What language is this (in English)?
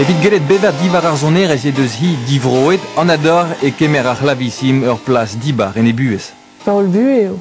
Breton